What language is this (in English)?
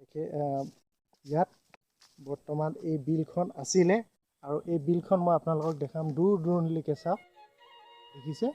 Assamese